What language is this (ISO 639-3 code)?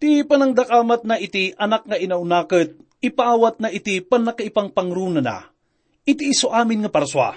ilo